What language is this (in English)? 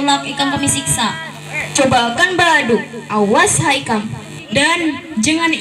Banjar